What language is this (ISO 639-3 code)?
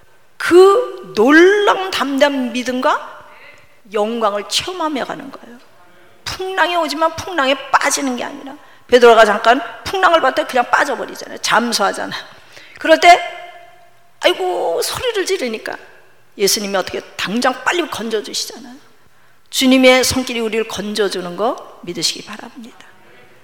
kor